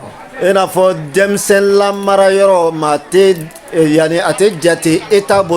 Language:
Bambara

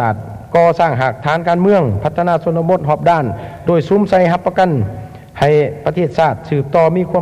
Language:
Lao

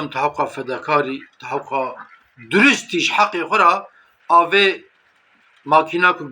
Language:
Kurdish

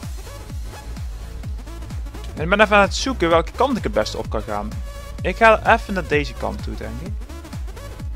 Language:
Dutch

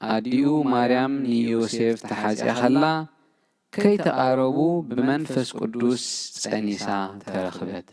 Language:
Tigrinya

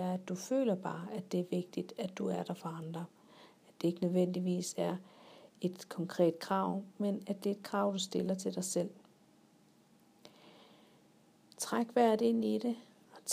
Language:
Danish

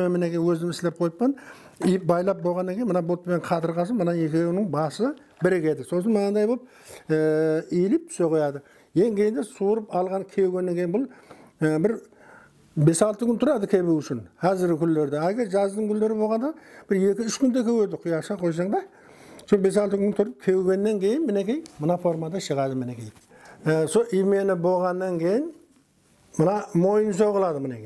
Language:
Kara-Kalpak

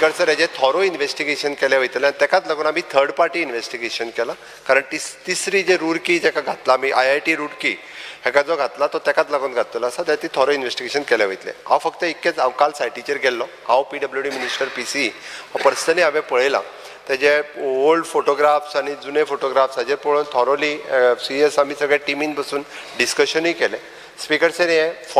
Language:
Konkani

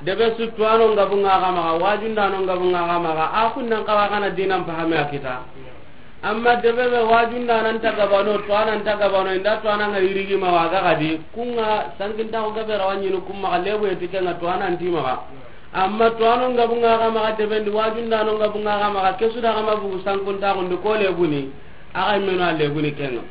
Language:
Soninke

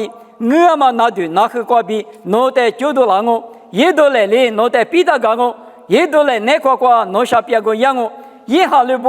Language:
Lisu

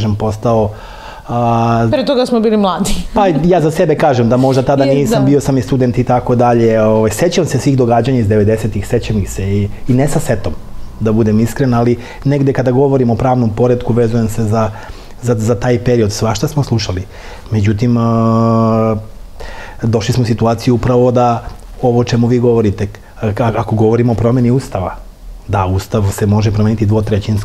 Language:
Serbian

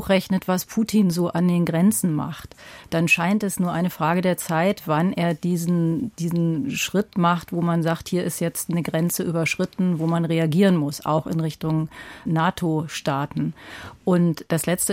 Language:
German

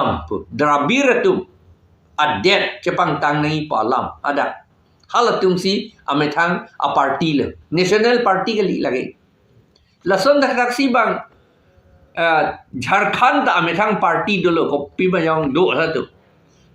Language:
Karbi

